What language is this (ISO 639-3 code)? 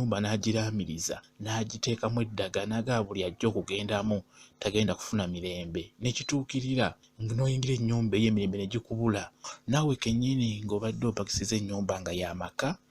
lug